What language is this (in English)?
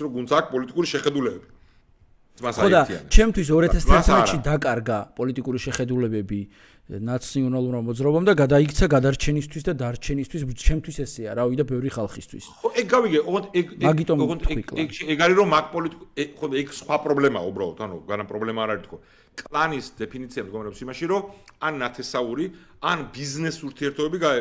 Georgian